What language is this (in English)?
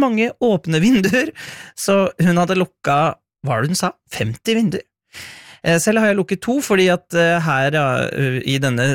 Norwegian